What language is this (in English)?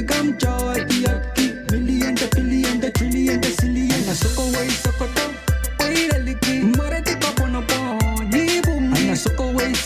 Pohnpeian